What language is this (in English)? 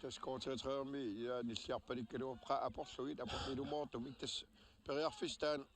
Kalaallisut